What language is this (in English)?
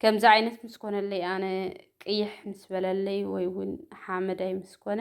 Tigrinya